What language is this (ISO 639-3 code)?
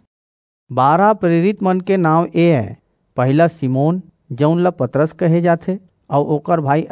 hne